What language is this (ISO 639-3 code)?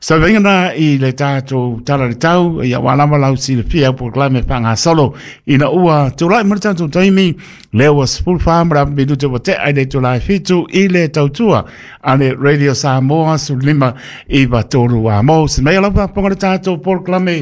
smo